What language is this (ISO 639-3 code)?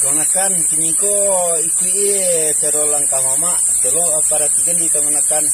min